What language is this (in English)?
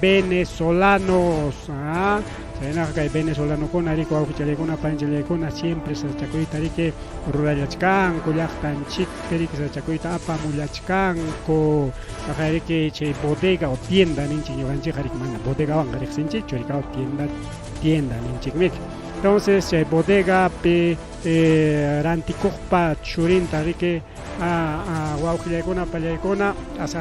Ayacucho Quechua